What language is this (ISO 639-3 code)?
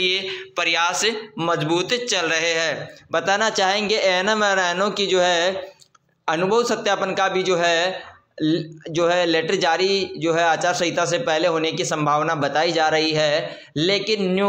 hin